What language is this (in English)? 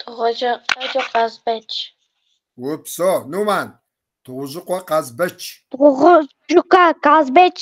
Kabardian